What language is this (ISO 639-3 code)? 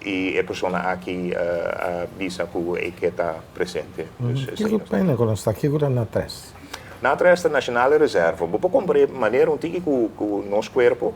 pap